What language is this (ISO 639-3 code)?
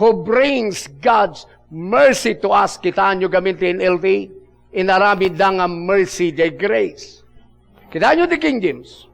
ilo